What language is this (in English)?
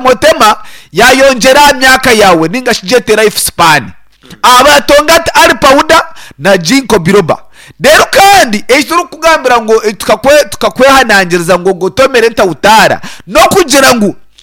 Nyankole